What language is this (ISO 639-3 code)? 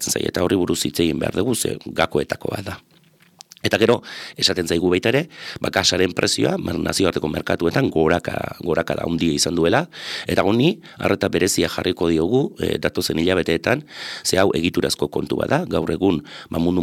eus